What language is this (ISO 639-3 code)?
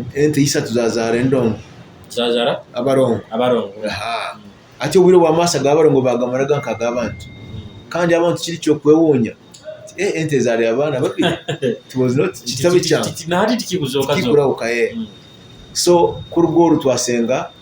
nyo